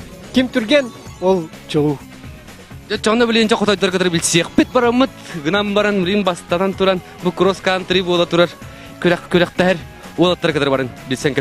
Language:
Yakut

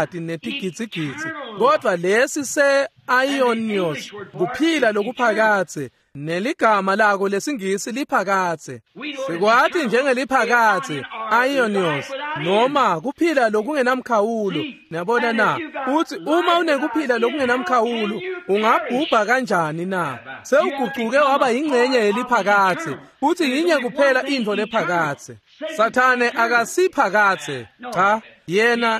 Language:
Swati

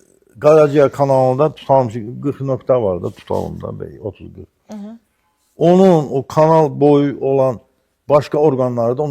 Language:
Azerbaijani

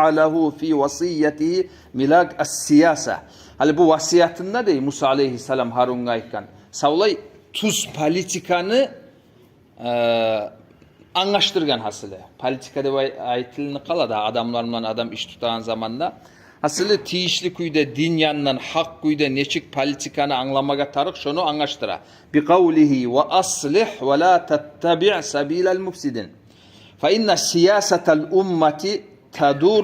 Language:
Kumyk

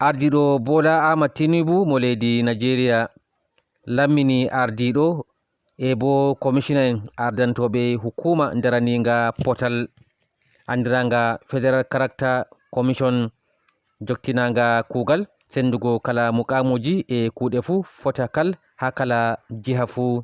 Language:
Fula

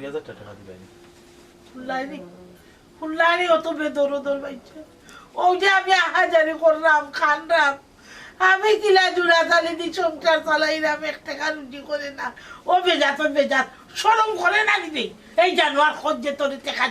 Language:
Sylheti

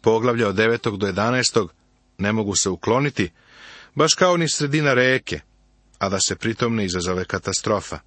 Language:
Serbian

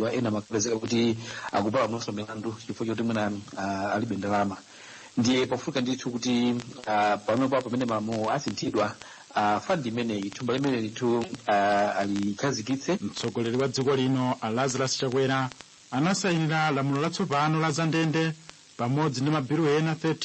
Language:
Nyanja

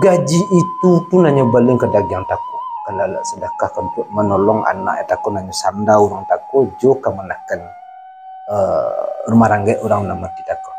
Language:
Minangkabau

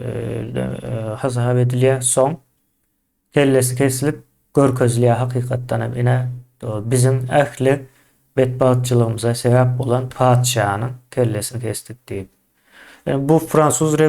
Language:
Turkmen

